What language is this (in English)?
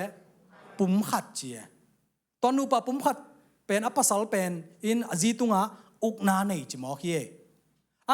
Tedim Chin